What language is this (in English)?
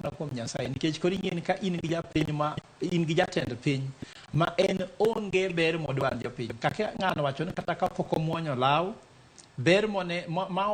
Luo (Kenya and Tanzania)